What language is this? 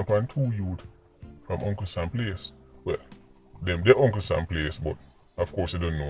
Jamaican Creole English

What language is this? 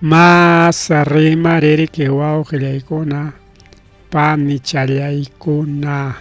Ayacucho Quechua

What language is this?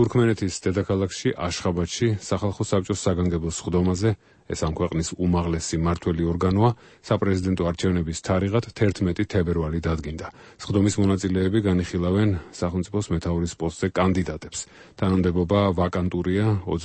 Georgian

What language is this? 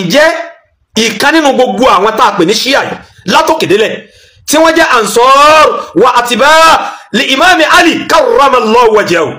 Yoruba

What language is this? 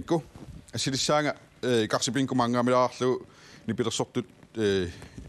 Kalaallisut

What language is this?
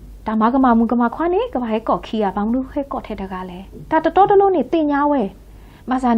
S'gaw Karen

